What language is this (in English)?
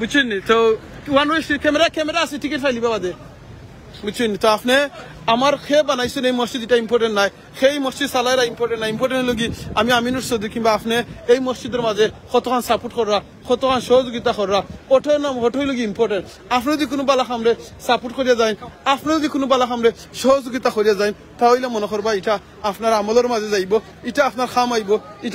Sylheti